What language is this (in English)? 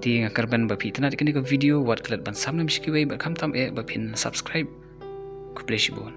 Khasi